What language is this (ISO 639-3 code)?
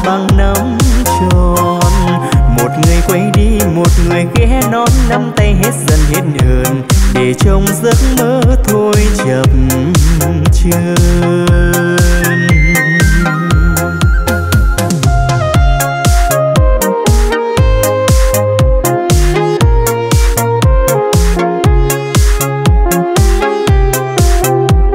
vie